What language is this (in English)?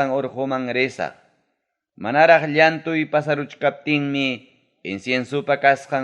Ayacucho Quechua